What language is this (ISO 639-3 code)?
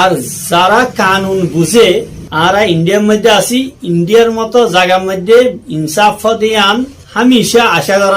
rhg